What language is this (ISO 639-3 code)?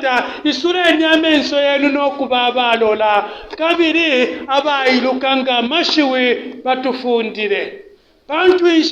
bem